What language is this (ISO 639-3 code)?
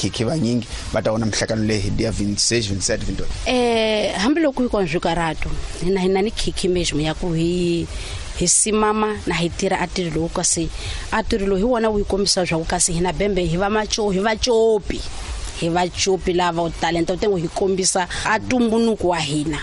tso